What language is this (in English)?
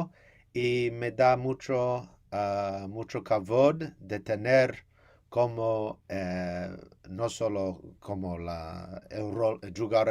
Ladino